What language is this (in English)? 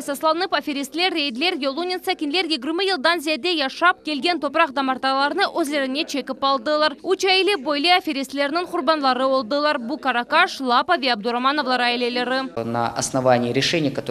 Crimean Tatar